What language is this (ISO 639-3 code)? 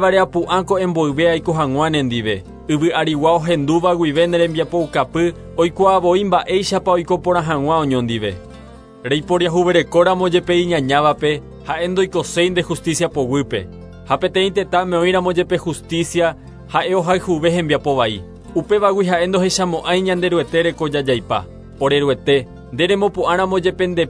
grn